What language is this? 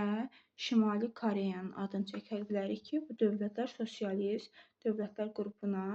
Azerbaijani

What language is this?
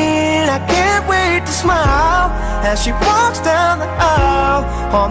Nias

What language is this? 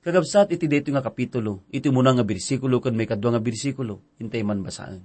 Iloko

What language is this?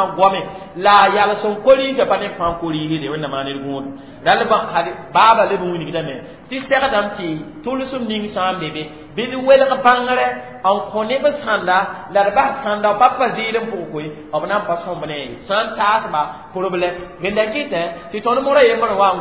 Mossi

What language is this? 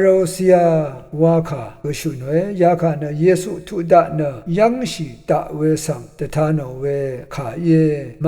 Rawang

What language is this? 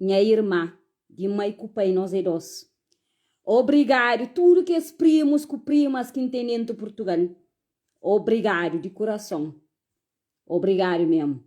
Kabuverdianu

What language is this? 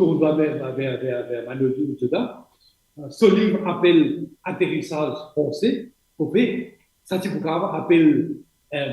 Morisyen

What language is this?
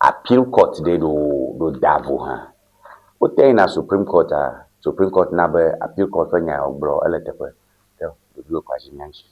Ewe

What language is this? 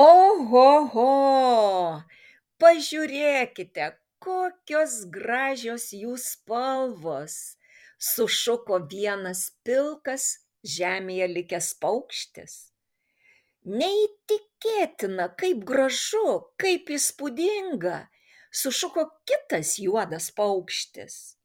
Lithuanian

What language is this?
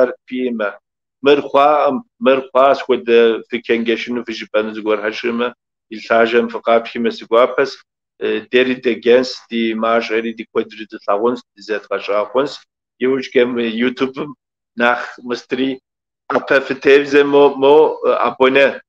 Kabardian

